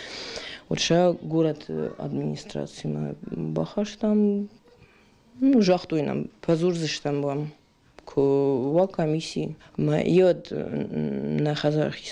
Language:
Ossetic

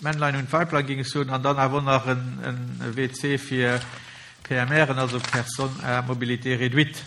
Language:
Luxembourgish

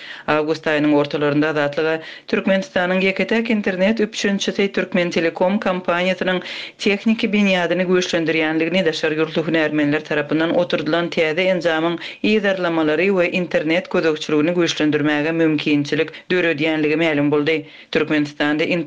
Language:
Turkmen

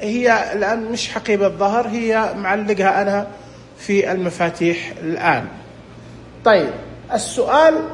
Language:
Najdi Arabic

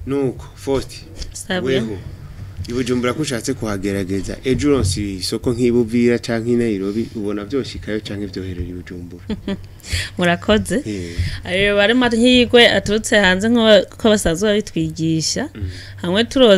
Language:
Rundi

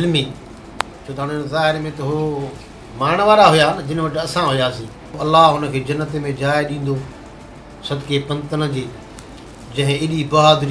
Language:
Sindhi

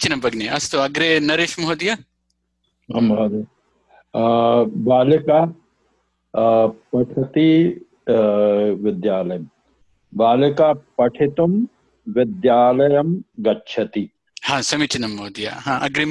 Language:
Sanskrit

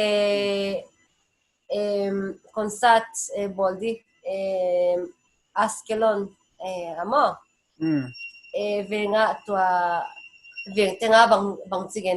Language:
Paite Chin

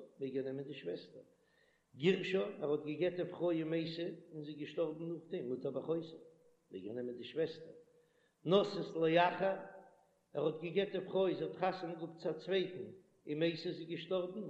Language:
Yiddish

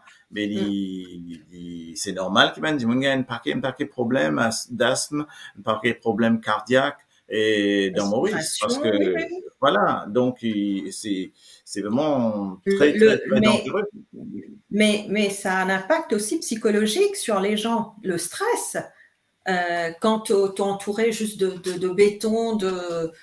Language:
Morisyen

